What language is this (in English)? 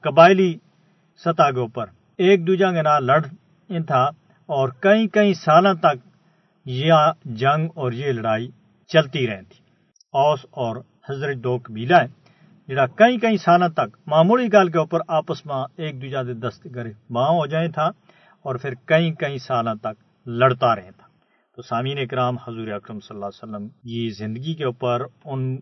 Gujari